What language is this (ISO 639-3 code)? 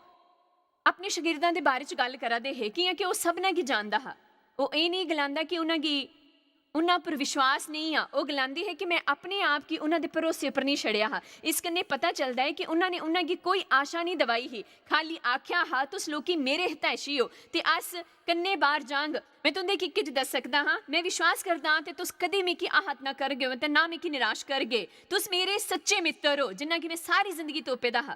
doi